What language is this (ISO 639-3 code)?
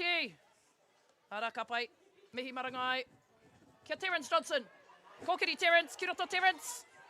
mri